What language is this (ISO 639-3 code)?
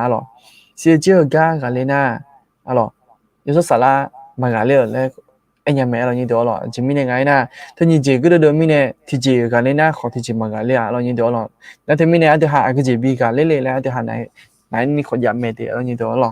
ahk